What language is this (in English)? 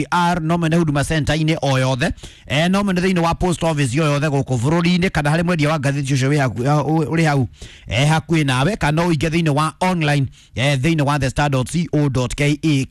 Kikuyu